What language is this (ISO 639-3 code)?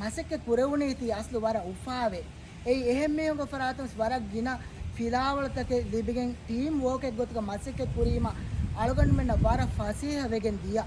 div